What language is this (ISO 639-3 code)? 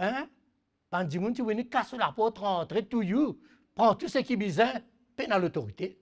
mfe